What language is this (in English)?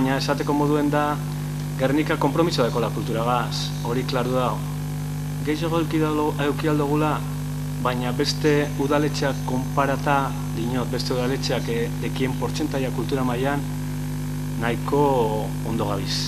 Basque